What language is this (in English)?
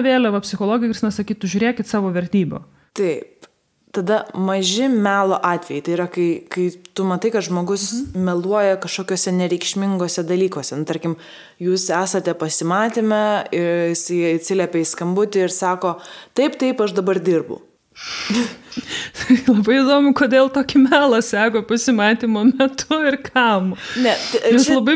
Lithuanian